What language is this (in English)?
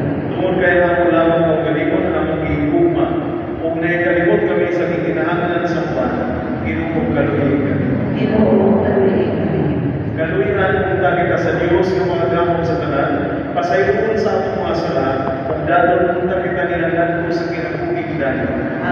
Cebuano